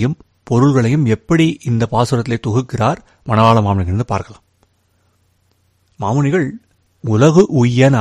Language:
Tamil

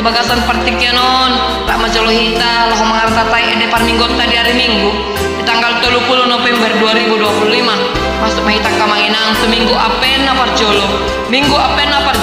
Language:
Batak Toba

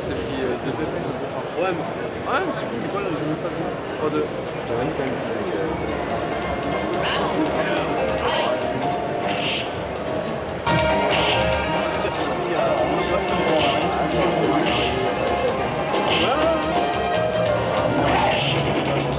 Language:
French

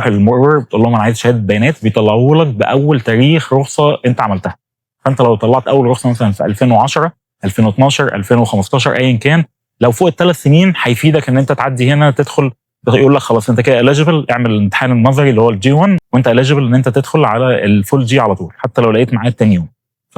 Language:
Egyptian Arabic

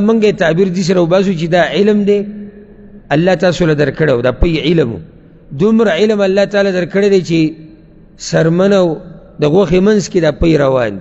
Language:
Pashto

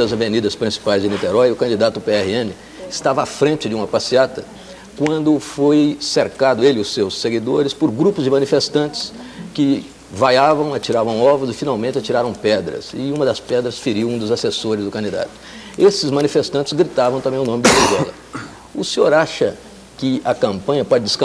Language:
Portuguese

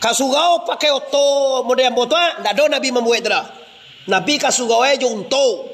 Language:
Minangkabau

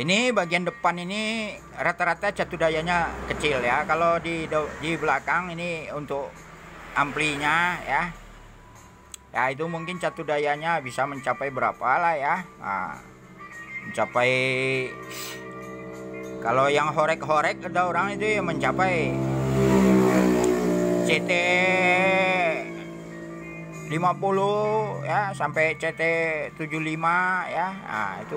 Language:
Indonesian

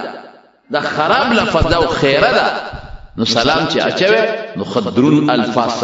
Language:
Pashto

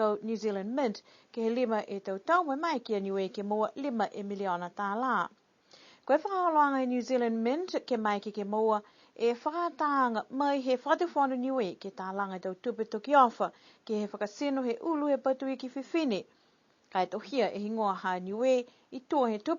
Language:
Niuean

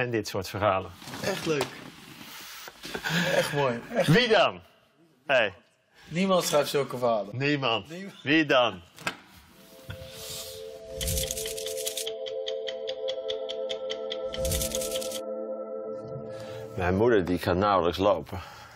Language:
Dutch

